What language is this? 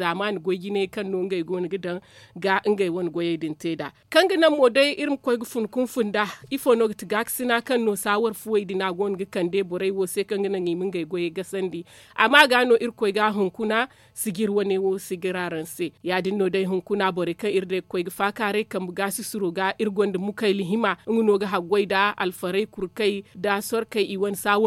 Zarma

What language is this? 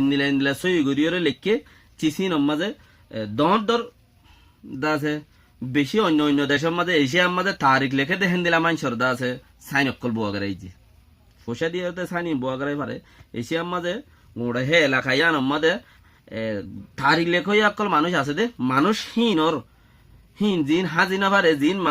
Rohingya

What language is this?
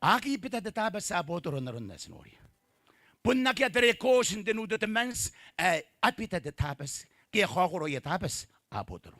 Gilbertese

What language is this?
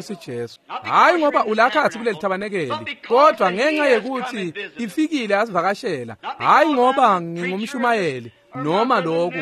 Swati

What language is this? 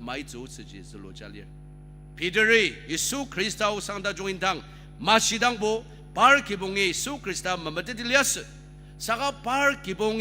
Ao Naga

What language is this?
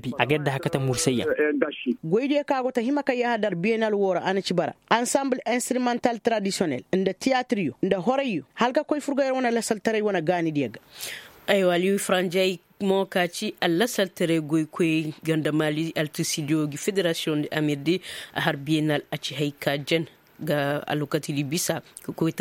Koyraboro Senni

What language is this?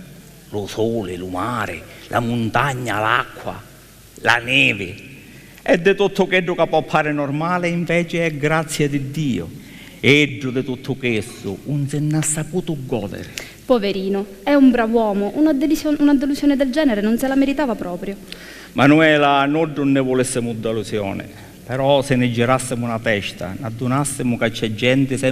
Sicilian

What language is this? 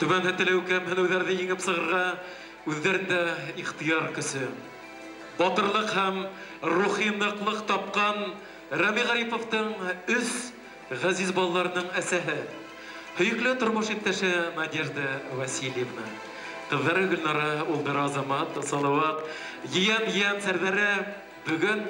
Bashkir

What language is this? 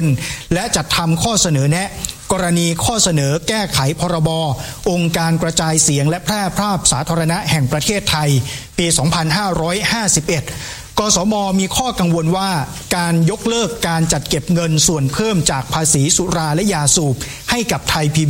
Thai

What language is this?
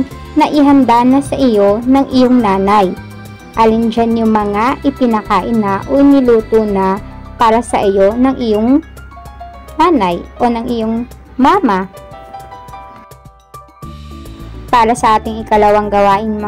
Filipino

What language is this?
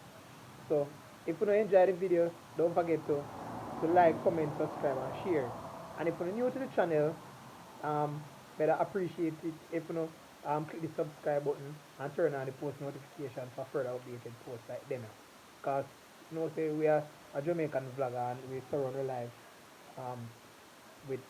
Jamaican Creole English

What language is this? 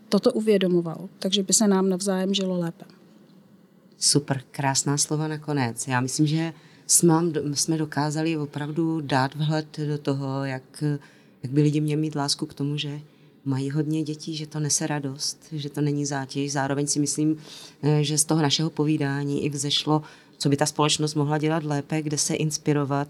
Czech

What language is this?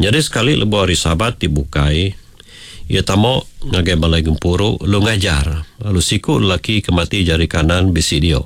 Iban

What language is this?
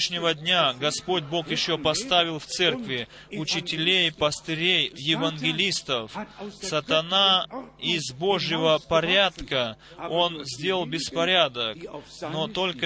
Russian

